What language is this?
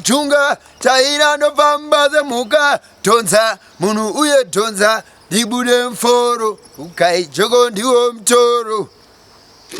Shona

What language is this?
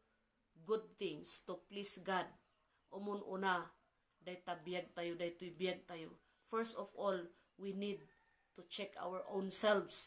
Iloko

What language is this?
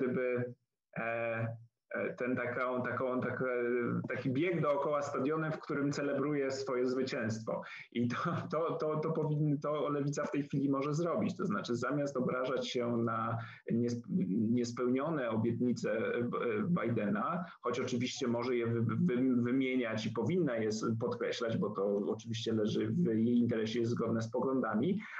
Polish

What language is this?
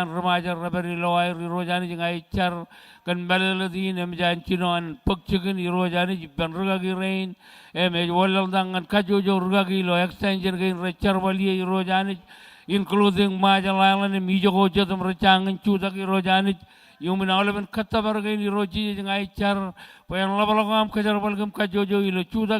Marshallese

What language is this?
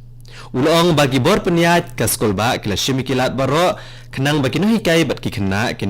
Khasi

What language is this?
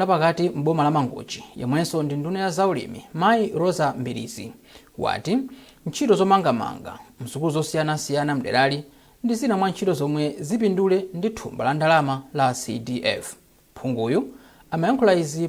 Nyanja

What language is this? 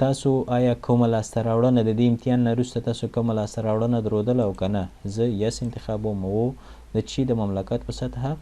Pashto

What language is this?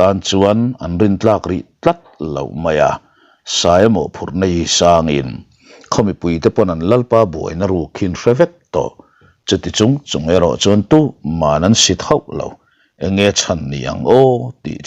Mizo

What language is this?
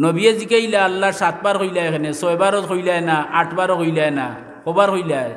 Sylheti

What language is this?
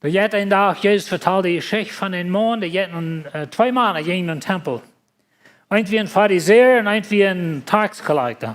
Plautdietsch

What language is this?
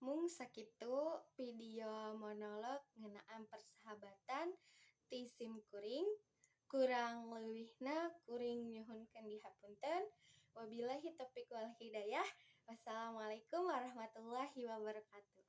Sundanese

